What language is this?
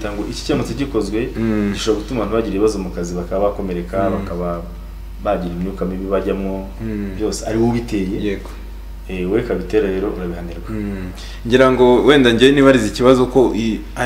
Kinyarwanda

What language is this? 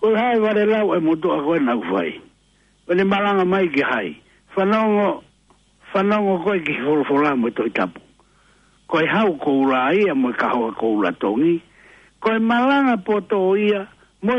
Tongan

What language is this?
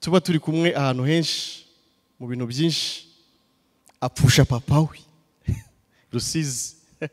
Kinyarwanda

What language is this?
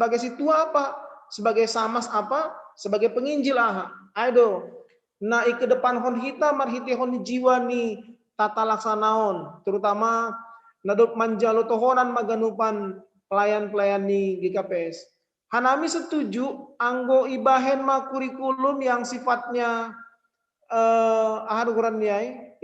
Batak Simalungun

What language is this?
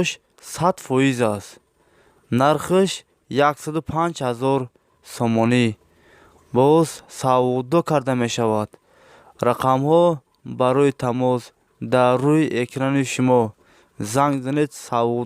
Tajik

